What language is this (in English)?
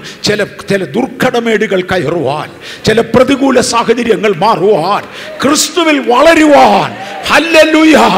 Malayalam